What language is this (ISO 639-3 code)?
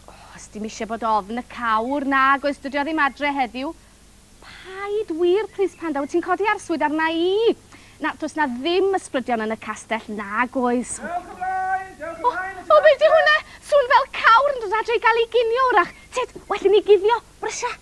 cym